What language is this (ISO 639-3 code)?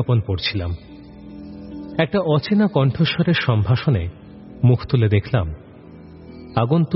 ben